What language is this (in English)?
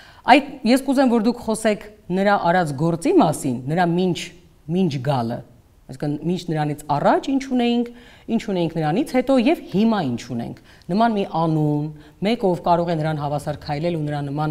Armenian